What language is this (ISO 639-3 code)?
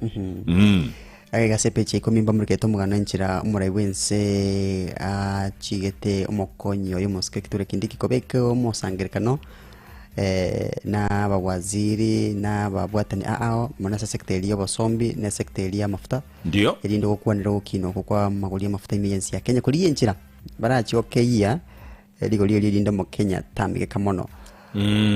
guz